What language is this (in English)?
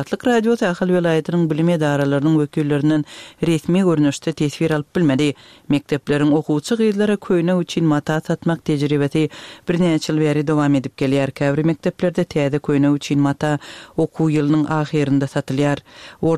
Turkmen